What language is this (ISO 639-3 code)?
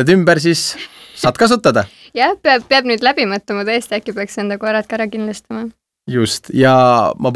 est